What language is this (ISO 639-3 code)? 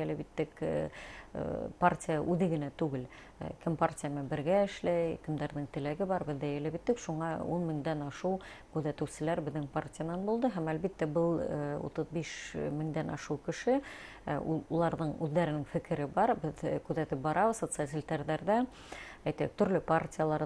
bak